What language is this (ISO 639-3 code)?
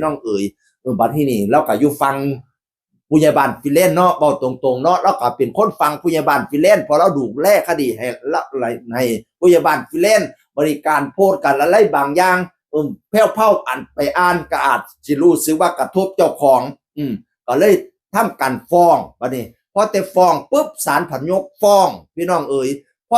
tts